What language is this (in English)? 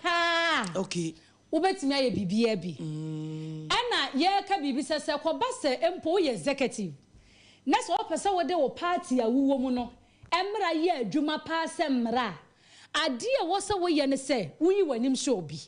Akan